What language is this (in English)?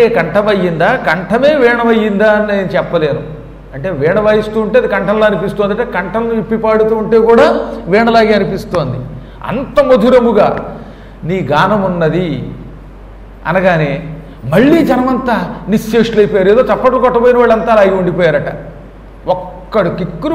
Telugu